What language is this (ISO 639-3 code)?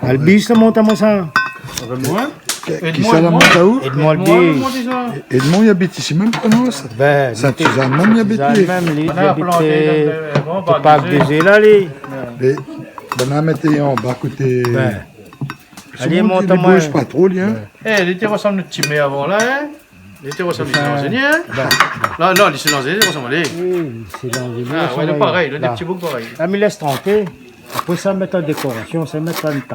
rcf